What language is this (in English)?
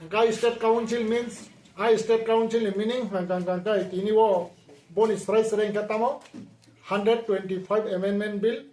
Kok Borok